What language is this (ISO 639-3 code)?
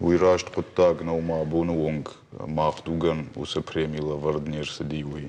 oss